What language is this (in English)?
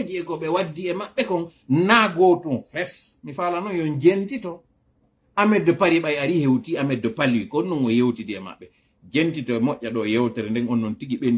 Fula